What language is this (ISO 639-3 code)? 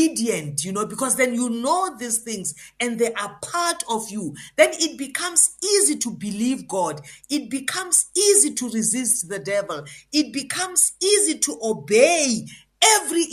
eng